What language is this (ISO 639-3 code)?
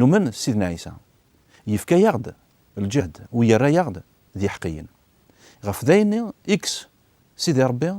kab